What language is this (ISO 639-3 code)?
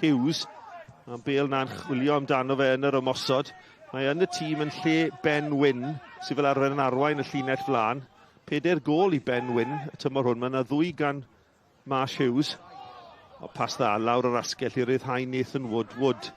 cym